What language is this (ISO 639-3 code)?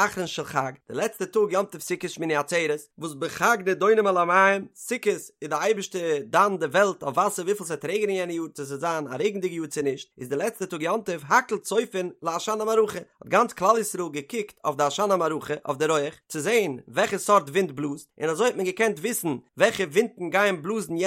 yid